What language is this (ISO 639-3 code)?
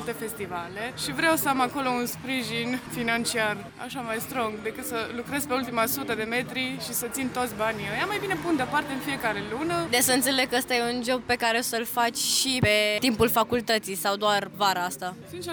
ron